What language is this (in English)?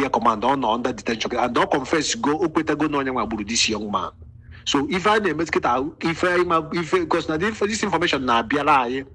Igbo